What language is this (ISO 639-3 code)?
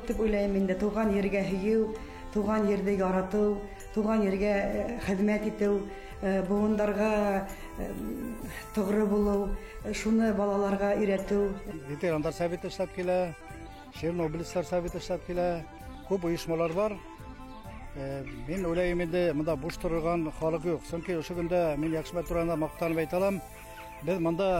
bak